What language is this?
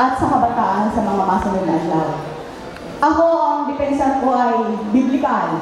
Bikol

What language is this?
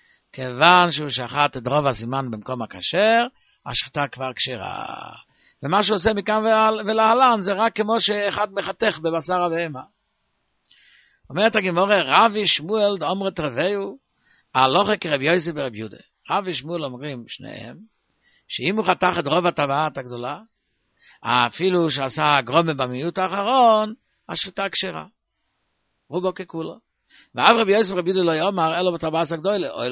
Hebrew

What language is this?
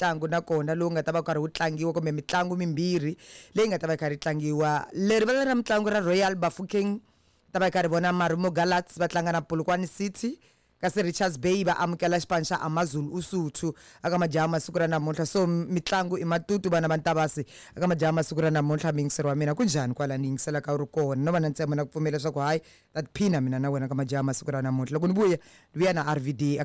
Tsonga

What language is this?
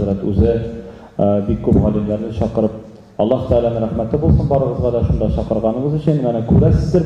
Tatar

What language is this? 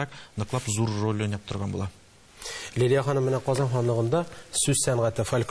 Tatar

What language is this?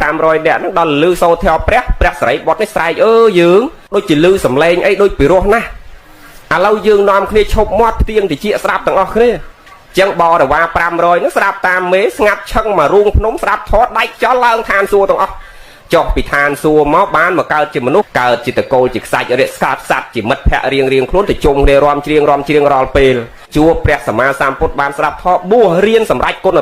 Khmer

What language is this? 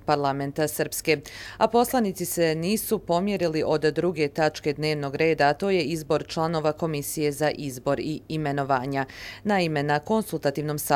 Croatian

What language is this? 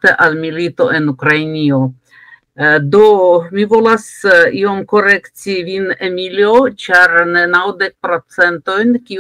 Esperanto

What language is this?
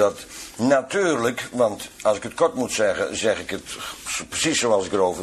Dutch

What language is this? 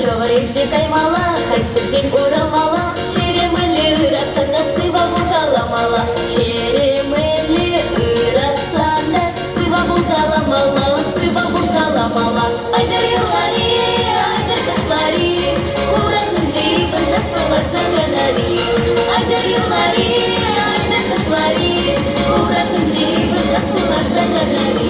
Chuvash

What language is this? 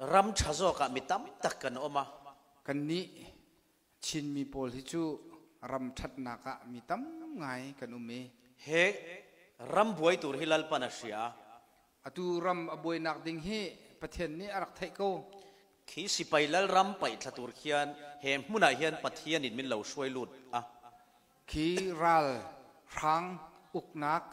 Falam Chin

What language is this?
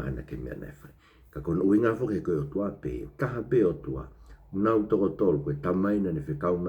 Tongan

